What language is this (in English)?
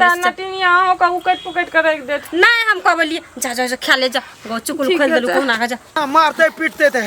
Maithili